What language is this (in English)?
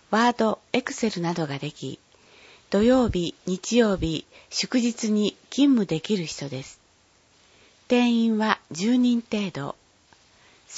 Japanese